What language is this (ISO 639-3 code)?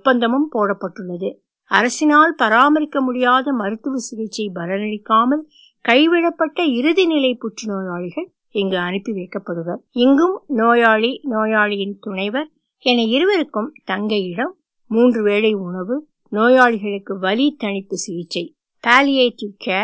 tam